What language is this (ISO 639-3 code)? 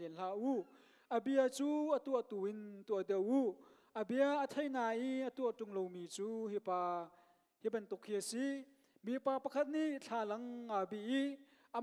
cnh